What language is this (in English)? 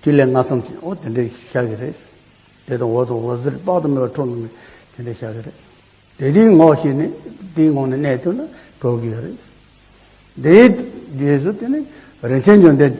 Tibetan